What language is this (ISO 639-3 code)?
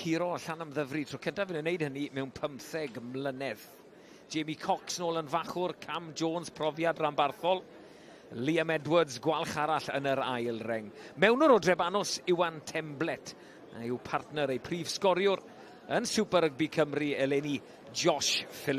cym